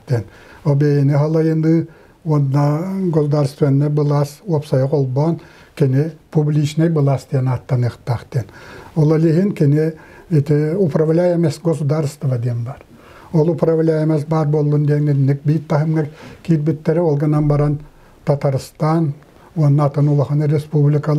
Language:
Yakut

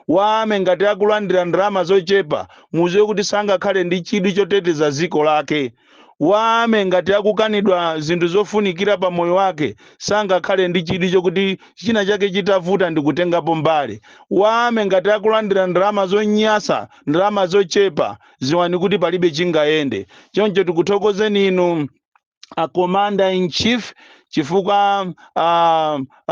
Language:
Nyanja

